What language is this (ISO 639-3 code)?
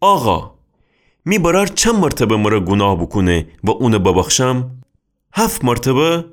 glk